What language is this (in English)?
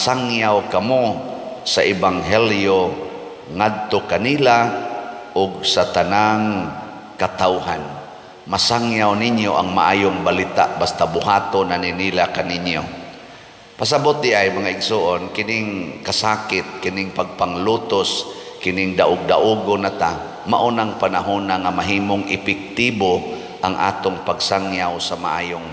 Cebuano